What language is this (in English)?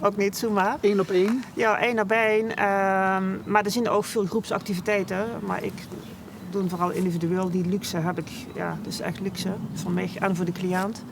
Limburgish